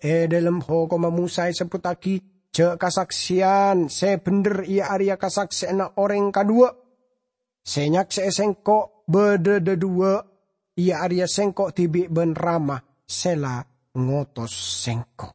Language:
Madurese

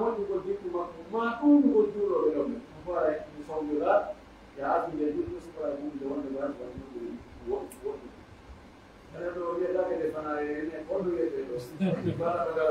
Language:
Pular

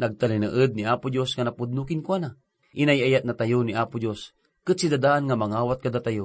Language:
Iloko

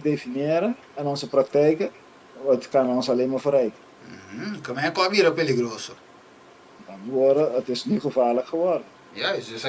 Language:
Papiamento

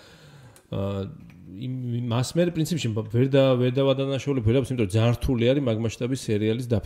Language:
Georgian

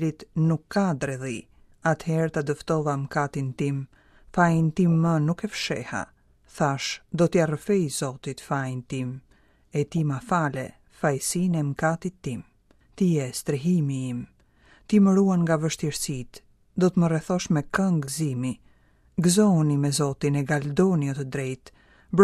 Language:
Albanian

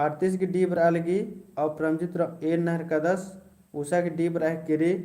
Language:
Kurukh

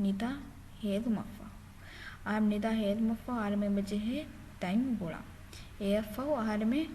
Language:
Divehi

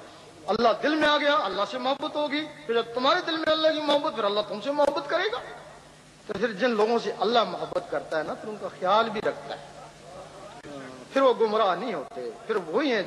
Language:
Urdu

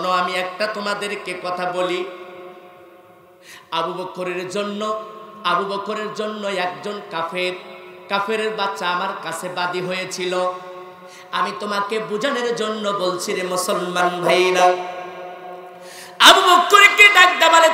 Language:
Bangla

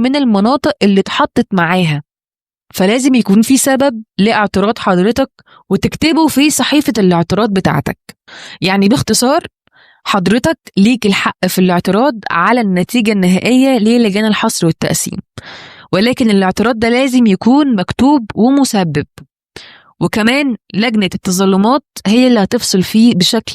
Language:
Egyptian Arabic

